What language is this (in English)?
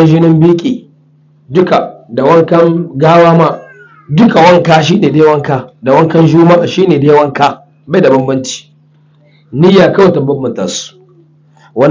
Hausa